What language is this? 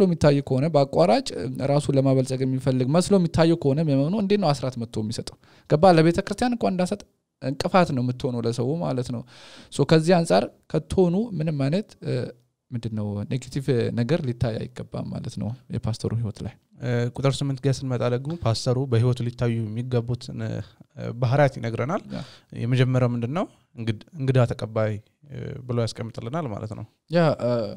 Amharic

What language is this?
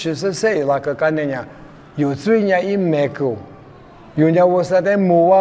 Lisu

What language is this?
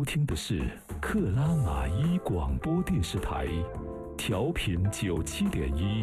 Chinese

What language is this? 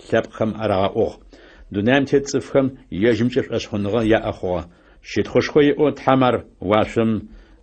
Adyghe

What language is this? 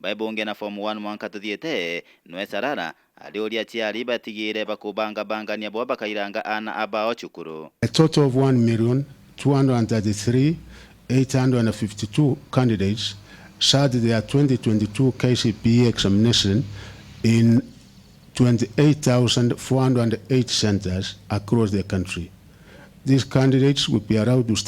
Meru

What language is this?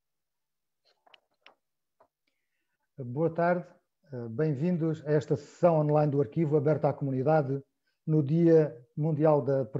Portuguese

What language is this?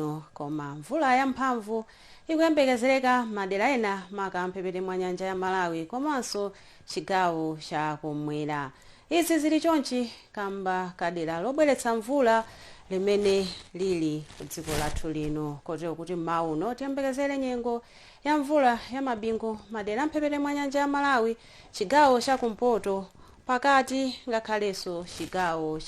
Nyanja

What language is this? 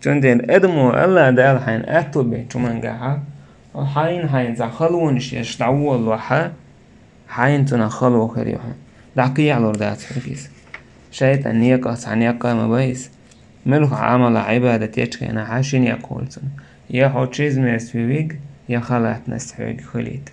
Chechen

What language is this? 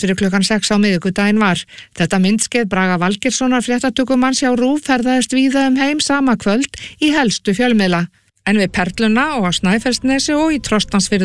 Icelandic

